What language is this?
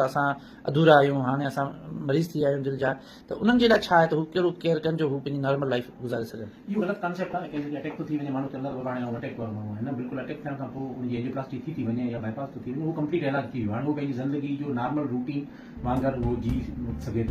Sindhi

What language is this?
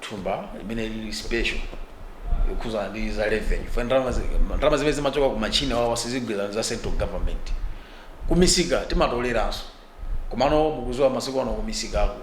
Nyanja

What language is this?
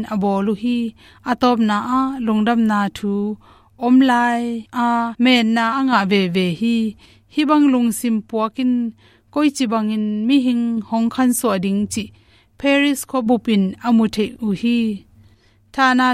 Tedim Chin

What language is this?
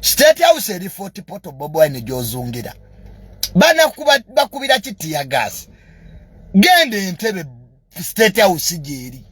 Ganda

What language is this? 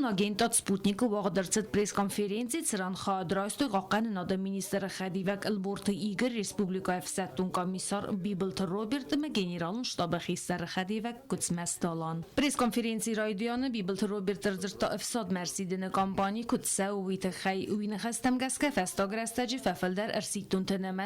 Ossetic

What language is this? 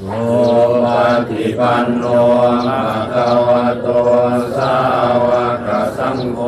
Northeastern Thai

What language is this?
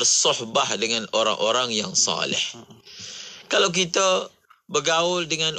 Malay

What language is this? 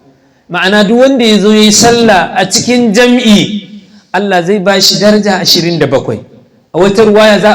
Hausa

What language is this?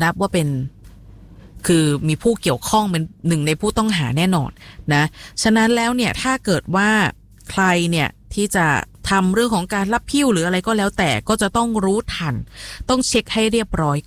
Thai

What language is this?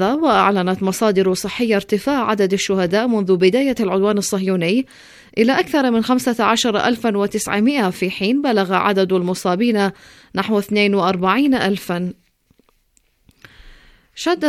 Arabic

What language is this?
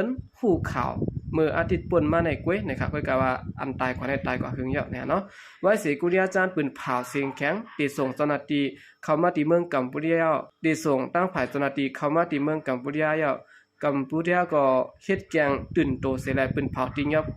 Shan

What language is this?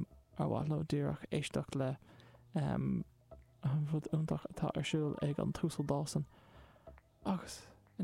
Irish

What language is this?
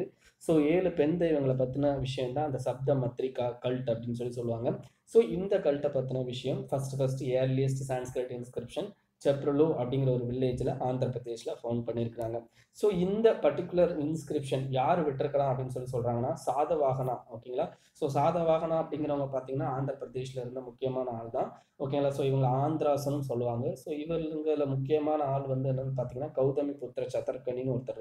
Tamil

